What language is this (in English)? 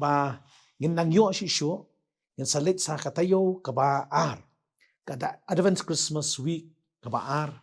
Khasi